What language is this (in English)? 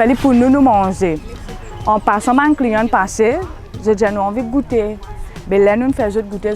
Morisyen